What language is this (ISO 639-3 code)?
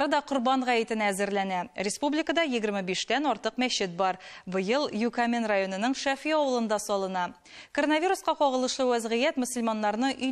tat